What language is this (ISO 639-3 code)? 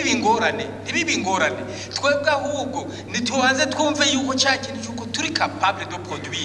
run